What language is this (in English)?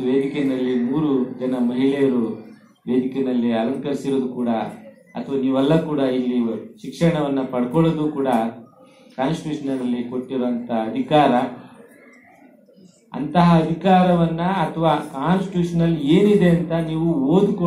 Kannada